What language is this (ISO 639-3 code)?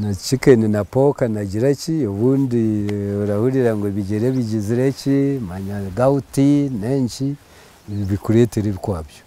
nyn